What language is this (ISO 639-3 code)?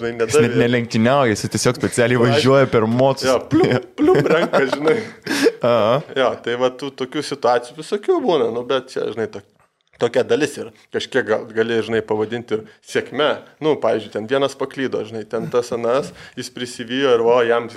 lit